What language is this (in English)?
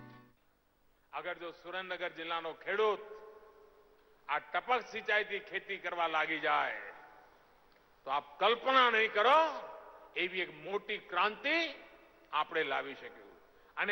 Gujarati